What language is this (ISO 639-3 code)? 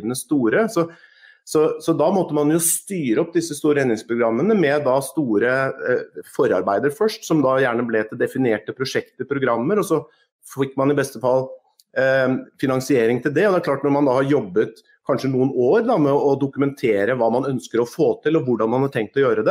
nor